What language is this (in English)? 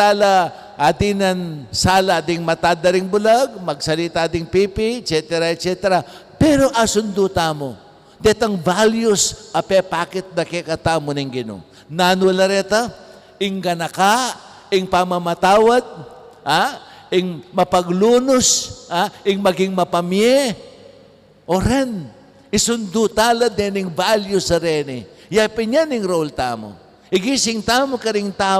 Pampanga